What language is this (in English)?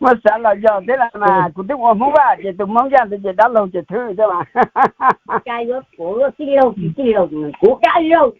Hmong